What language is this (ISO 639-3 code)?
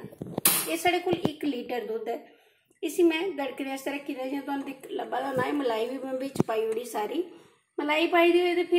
doi